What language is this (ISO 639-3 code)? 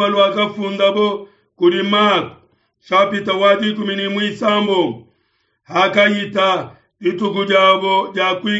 lua